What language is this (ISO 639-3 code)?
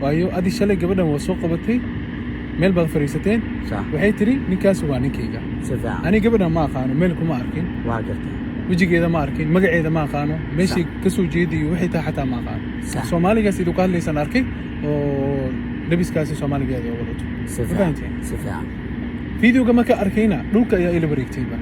som